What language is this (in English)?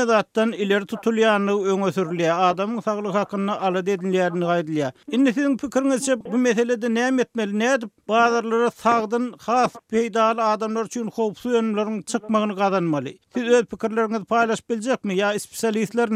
Turkmen